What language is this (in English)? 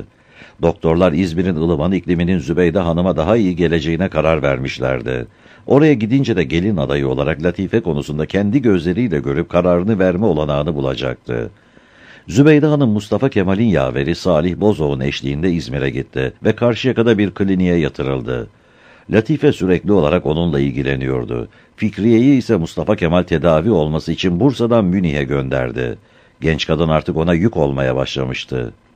Turkish